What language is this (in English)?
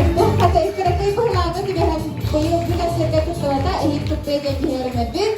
Yakut